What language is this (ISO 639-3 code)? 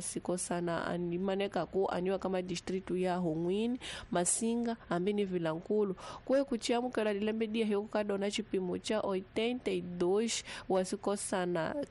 tso